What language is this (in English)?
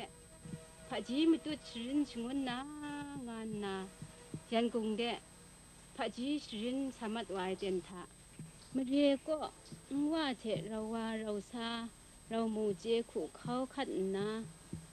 Kachin